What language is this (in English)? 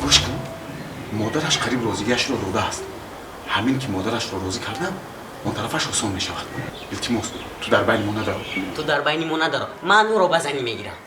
Tajik